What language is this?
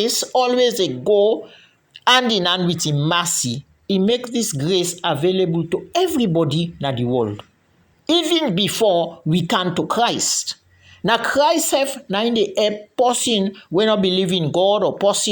Krio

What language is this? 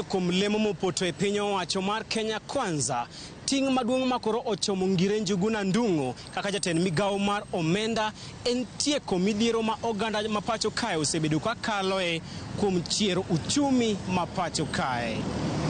Luo (Kenya and Tanzania)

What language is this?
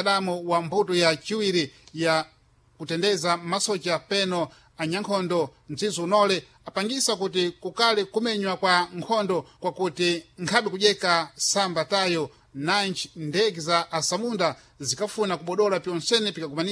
Sena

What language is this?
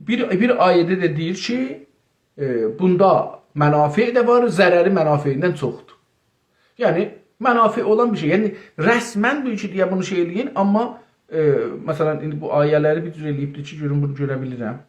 South Azerbaijani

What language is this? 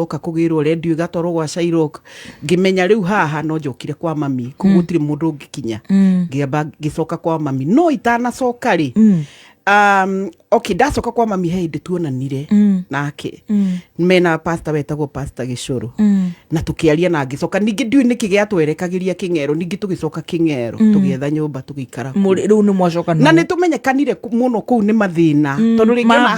Kikuyu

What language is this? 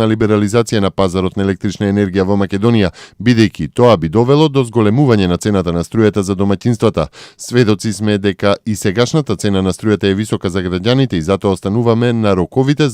Macedonian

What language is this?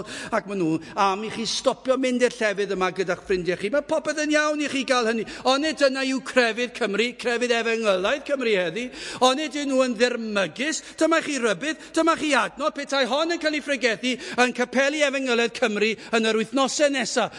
Welsh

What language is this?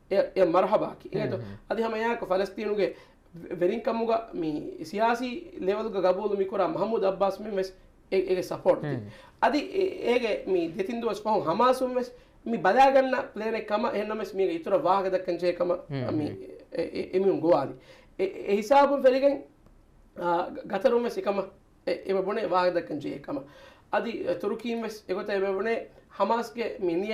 Divehi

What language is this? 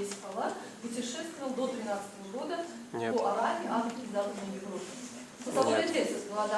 Crimean Tatar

